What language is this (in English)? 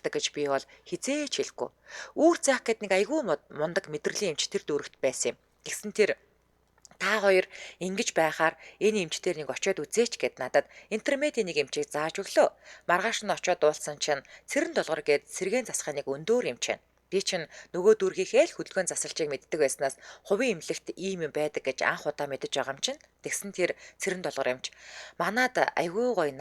Mongolian